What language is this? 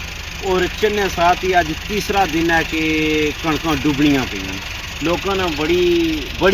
Pahari-Potwari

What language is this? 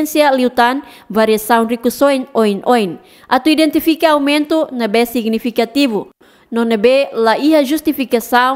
Tetum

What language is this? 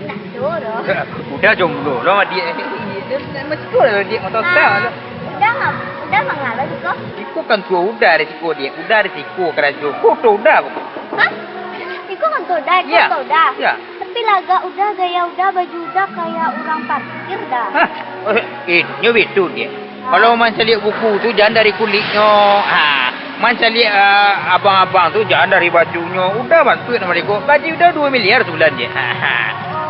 Minangkabau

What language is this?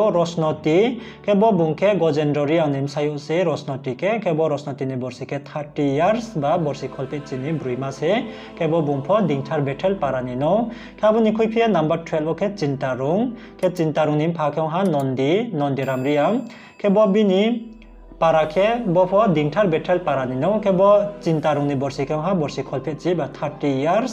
Riang (India)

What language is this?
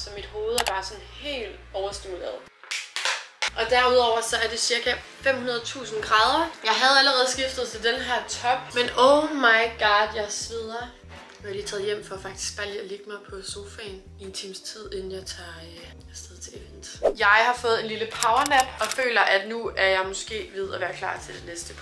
Danish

